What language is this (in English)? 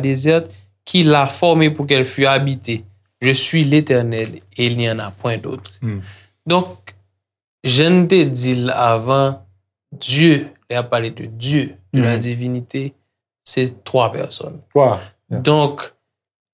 Haitian Creole